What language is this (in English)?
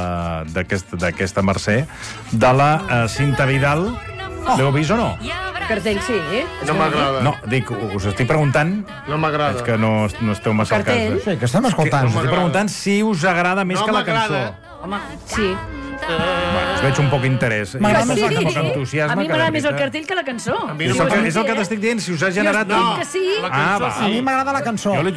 Catalan